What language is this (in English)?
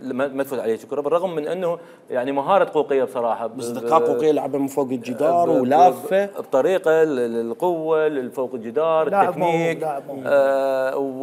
Mesopotamian Arabic